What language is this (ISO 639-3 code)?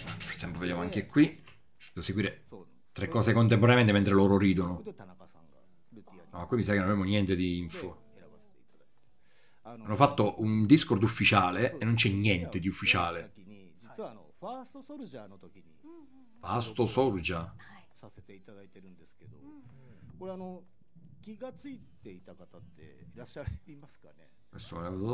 ita